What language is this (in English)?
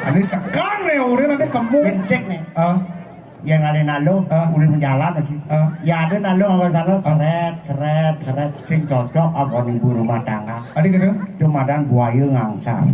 Balinese